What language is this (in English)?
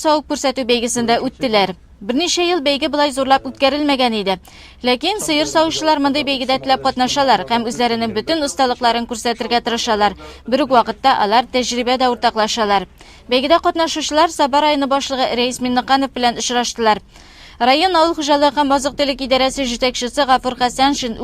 Tatar